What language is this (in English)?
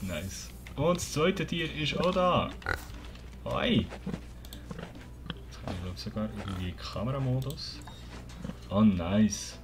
Swiss German